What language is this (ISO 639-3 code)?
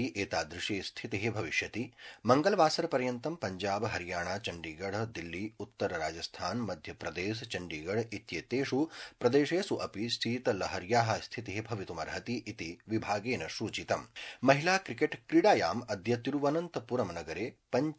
san